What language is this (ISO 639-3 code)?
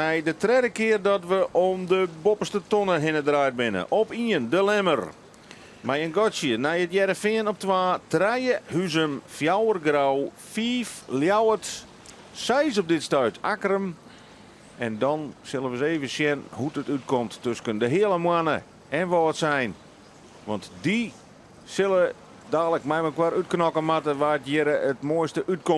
fry